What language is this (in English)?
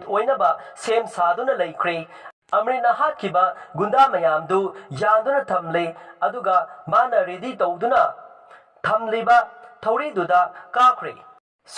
Manipuri